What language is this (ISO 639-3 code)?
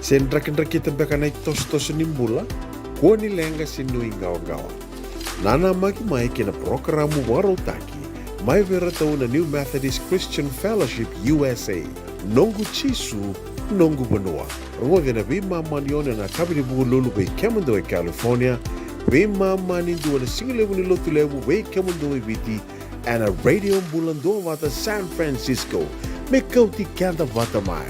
fij